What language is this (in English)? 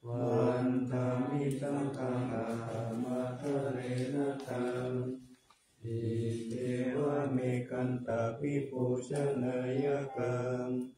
Pali